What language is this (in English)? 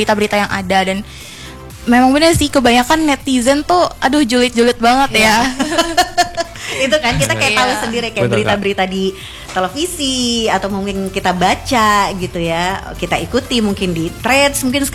Indonesian